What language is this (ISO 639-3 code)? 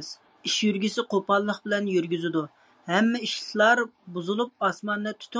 uig